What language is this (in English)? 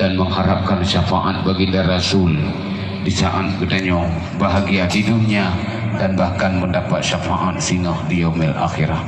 Achinese